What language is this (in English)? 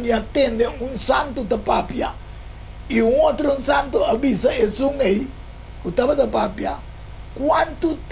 Papiamento